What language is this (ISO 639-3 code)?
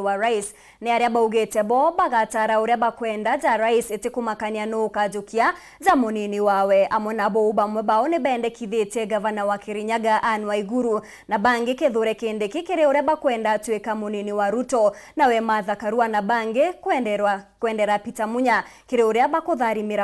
mer